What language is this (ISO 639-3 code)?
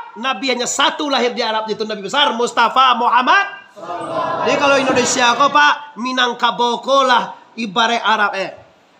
min